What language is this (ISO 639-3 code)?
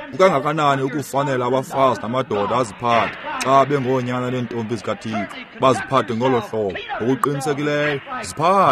xho